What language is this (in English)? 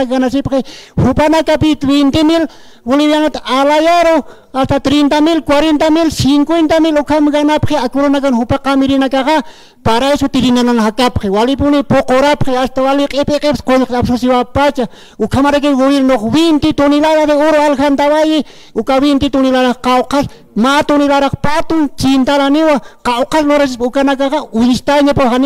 Aymara